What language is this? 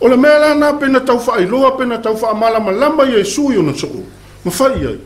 Samoan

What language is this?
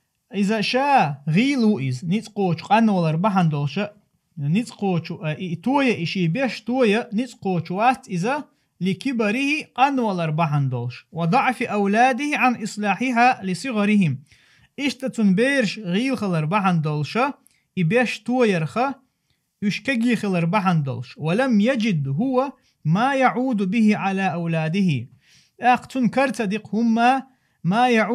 Chechen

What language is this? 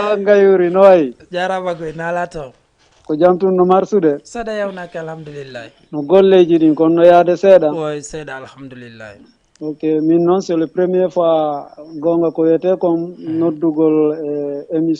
Fula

